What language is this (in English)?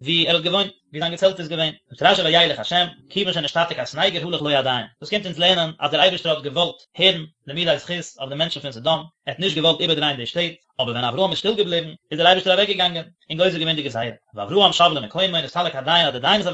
Yiddish